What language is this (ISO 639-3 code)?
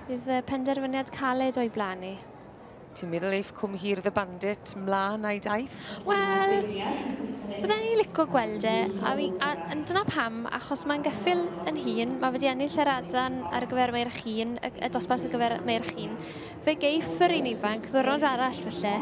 cym